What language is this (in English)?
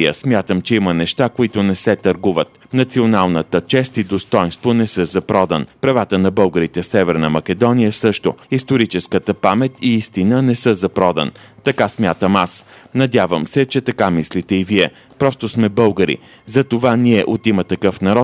Bulgarian